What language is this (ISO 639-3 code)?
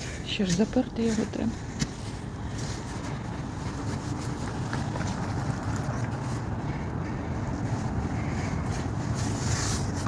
ukr